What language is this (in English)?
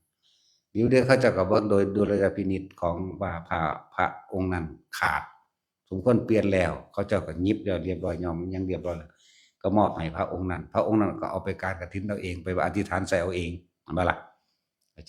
Northeastern Thai